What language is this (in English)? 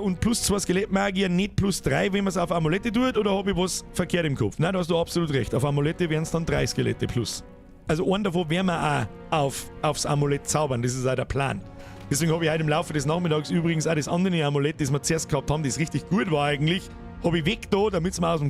Bavarian